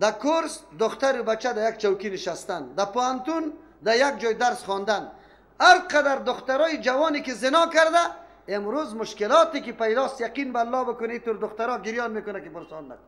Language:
Persian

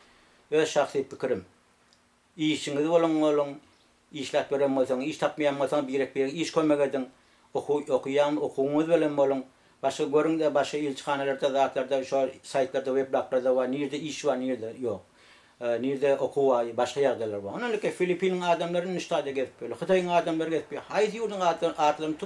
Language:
Turkmen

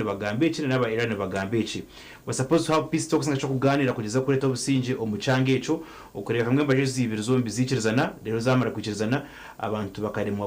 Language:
Nyankole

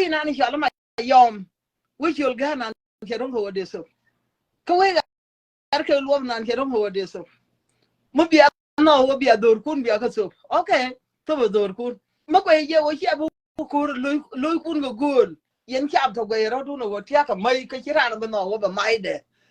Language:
Nuer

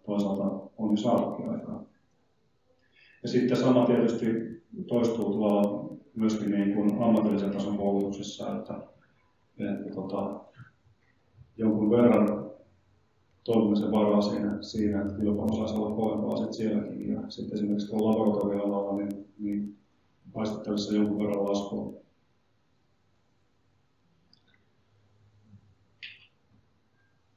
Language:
Finnish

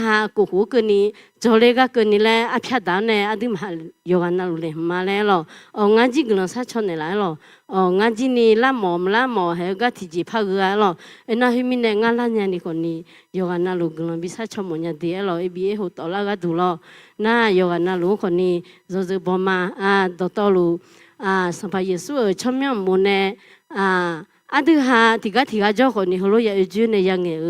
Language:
Akha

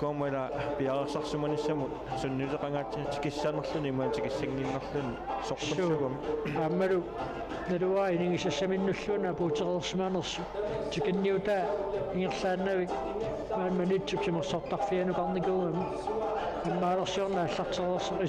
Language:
Kalaallisut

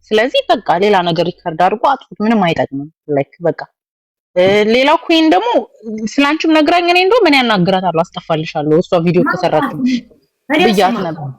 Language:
Amharic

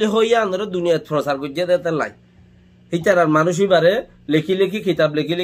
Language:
Rohingya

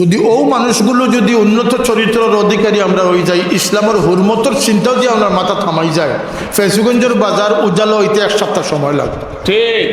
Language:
Sylheti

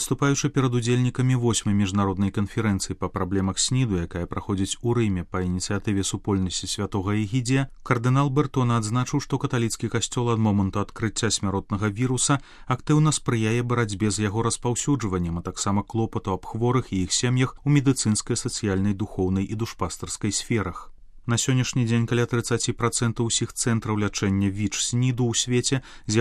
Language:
Belarusian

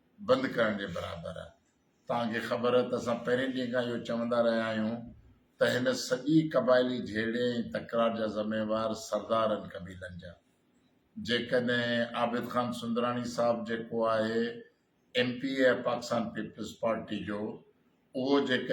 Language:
Sindhi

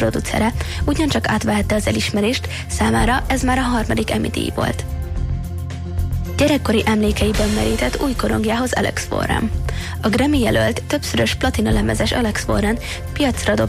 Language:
Hungarian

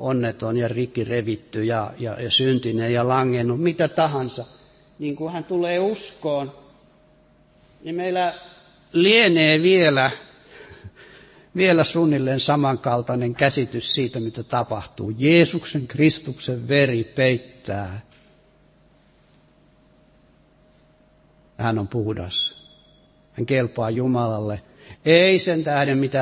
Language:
Finnish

